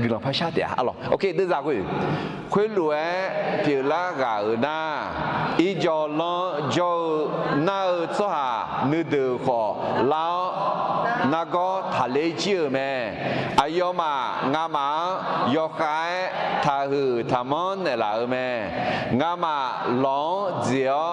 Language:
Akha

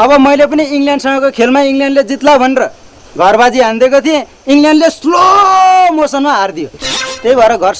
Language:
Nepali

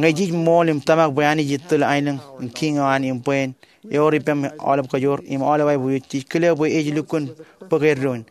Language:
Marshallese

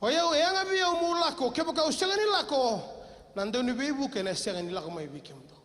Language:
Fijian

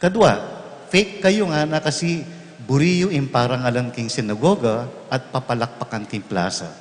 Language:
Pampanga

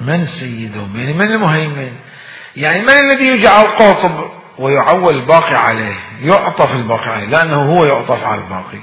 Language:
Mesopotamian Arabic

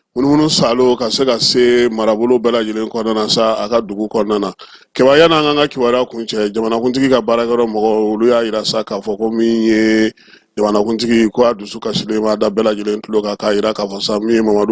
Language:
Bambara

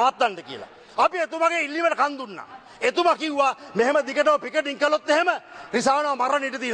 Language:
Sinhala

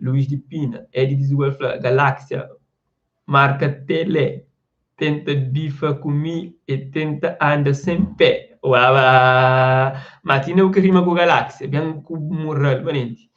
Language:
Kabuverdianu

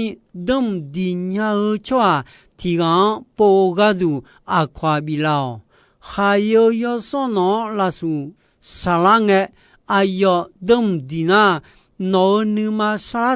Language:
Akha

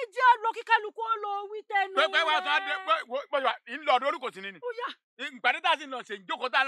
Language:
Yoruba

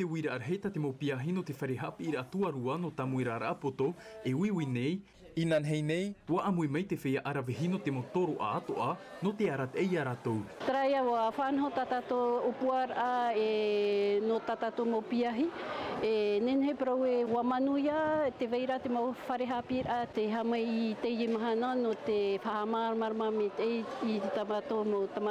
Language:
Tahitian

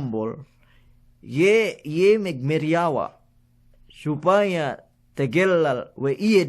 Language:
Yakan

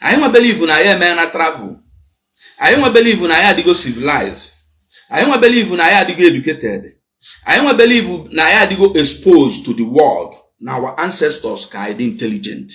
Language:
Igbo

